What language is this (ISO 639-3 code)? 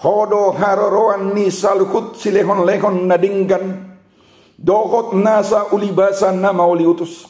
bbc